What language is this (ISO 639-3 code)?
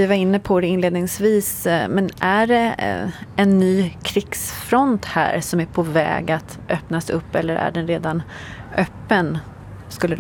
swe